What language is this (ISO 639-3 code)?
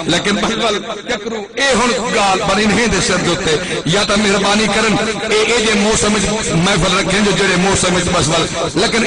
skr